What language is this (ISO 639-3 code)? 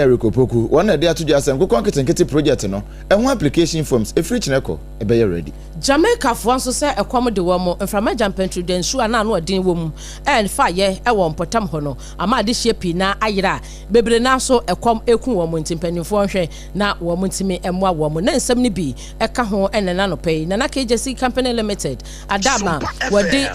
aka